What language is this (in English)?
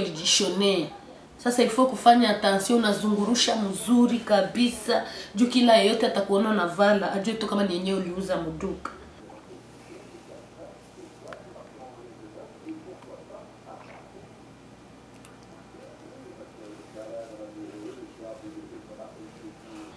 Swahili